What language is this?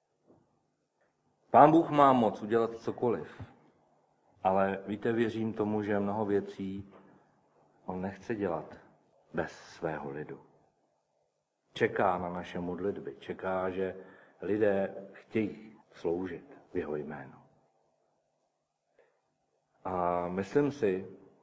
Czech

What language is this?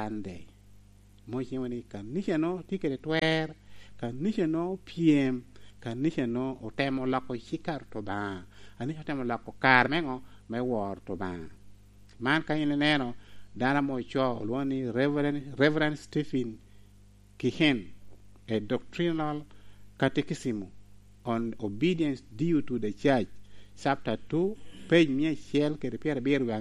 Lango (Uganda)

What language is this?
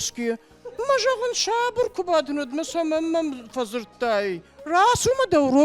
Ossetic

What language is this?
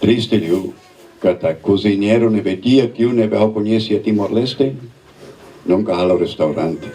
Tetum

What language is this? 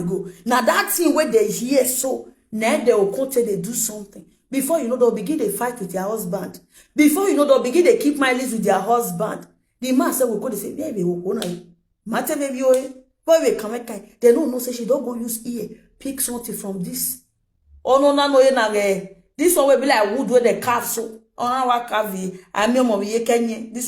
Nigerian Pidgin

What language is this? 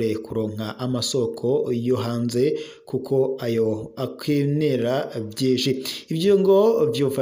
Rundi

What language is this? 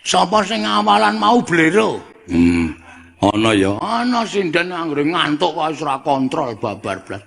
Javanese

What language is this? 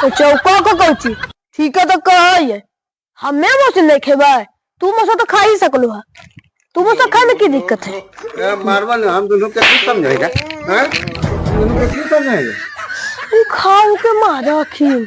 Magahi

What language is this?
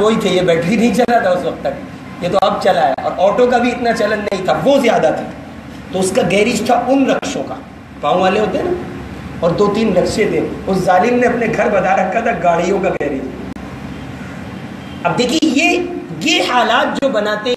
Urdu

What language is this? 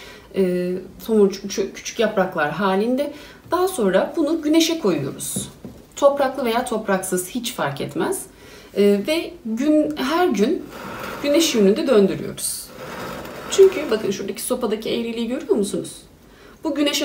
Turkish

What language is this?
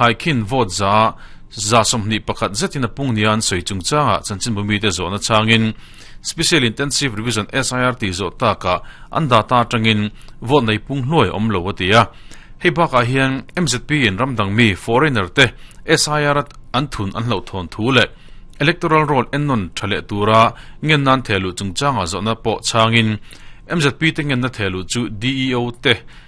Mizo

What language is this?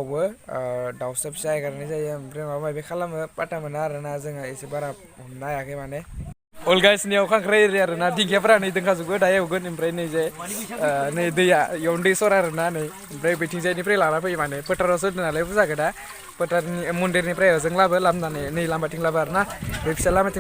Bodo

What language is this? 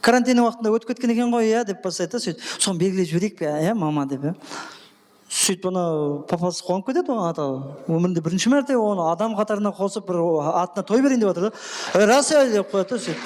Kara-Kalpak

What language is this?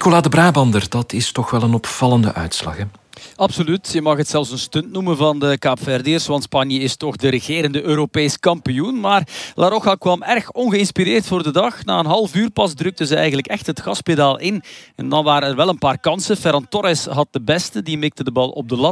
Dutch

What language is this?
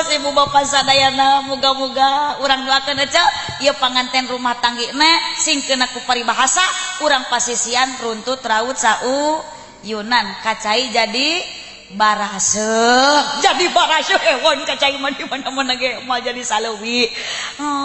Sundanese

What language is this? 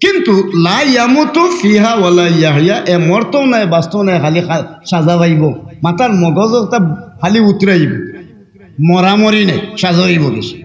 Sylheti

